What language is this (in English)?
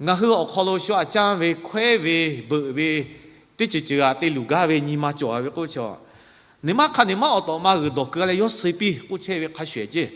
Lahu